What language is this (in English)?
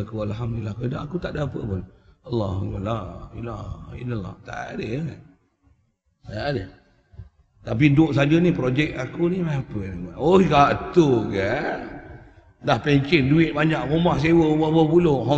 Malay